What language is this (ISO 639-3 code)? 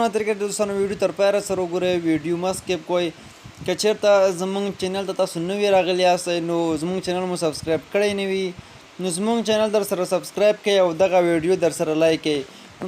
pus